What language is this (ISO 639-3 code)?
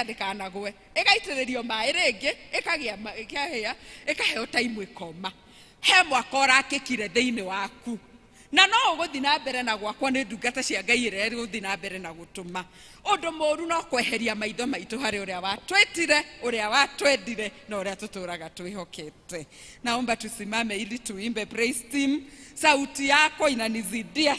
kik